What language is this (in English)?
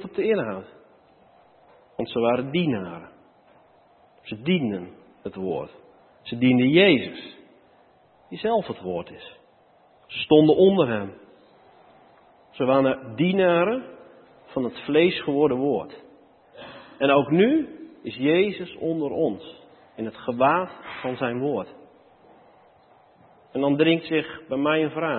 Dutch